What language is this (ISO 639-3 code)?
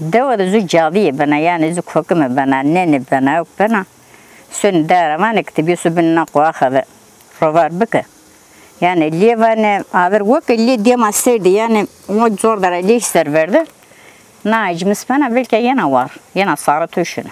zza